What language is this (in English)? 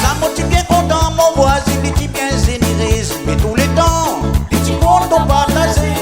Réunion Creole French